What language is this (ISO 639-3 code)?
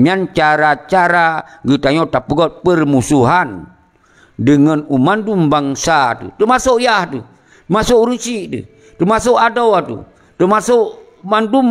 ace